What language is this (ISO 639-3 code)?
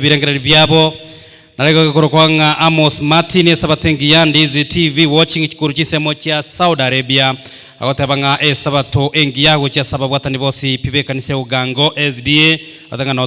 guz